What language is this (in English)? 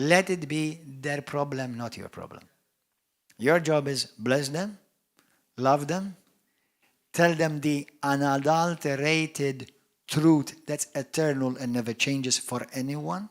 English